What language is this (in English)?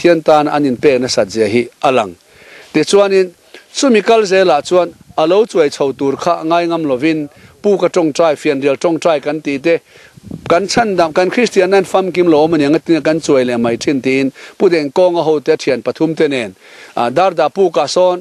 Mizo